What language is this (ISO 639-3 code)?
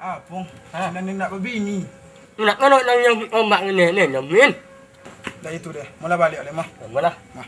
min